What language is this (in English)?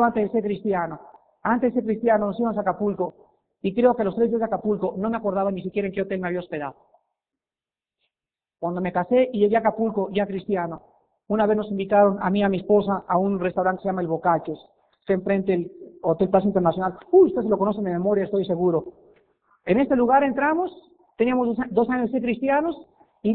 Spanish